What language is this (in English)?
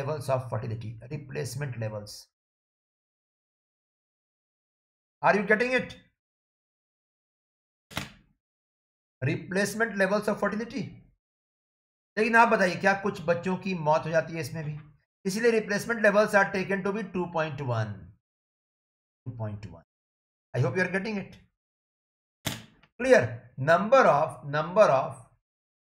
Hindi